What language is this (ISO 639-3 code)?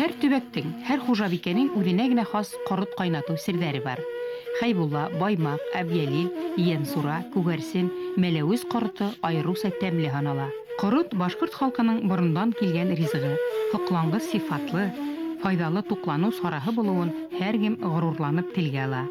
bak